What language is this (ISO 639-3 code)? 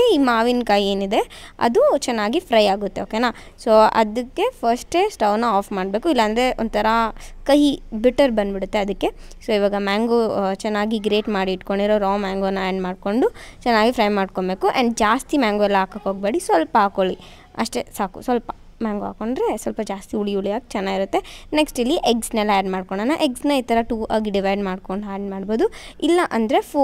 kan